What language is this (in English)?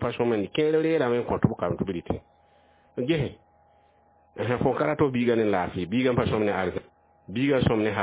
Mossi